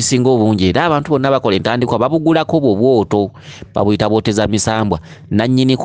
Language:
Ganda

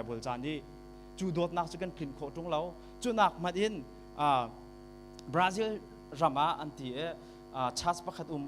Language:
Hakha Chin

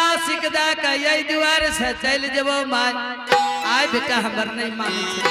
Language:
Angika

